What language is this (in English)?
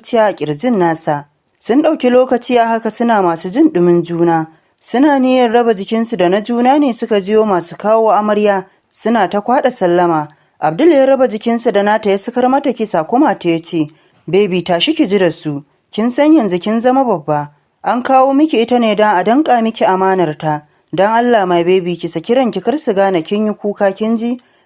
Hausa